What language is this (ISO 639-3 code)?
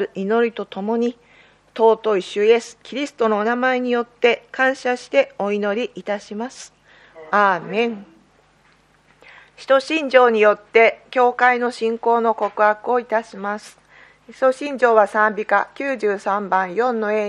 jpn